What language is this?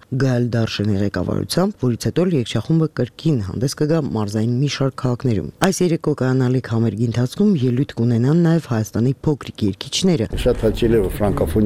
Armenian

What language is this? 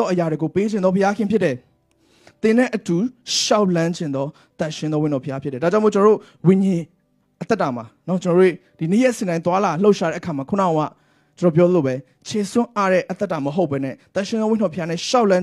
Burmese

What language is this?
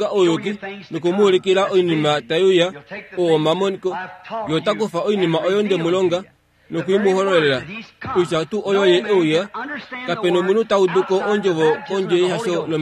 Kuanyama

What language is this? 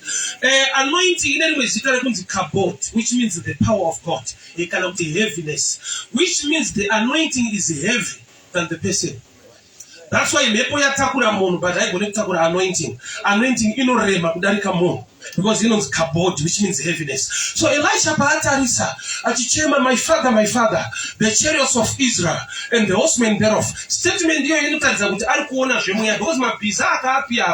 Shona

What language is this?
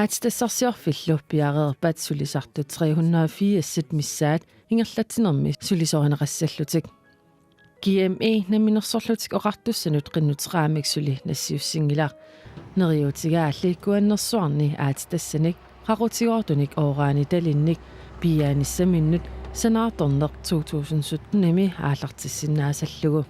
Kalaallisut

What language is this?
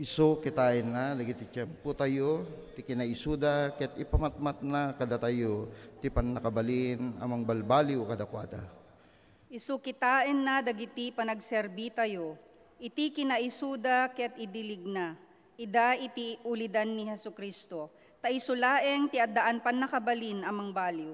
Iloko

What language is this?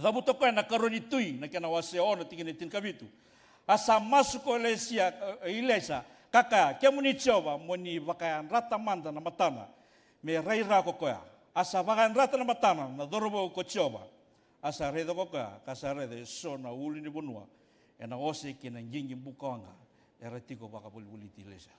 Fijian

